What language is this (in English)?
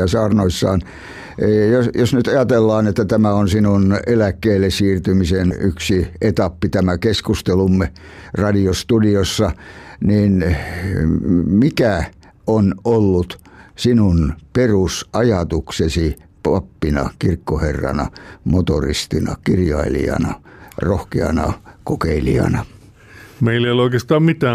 Finnish